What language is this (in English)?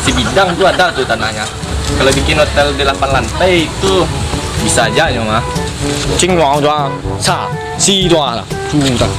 Minangkabau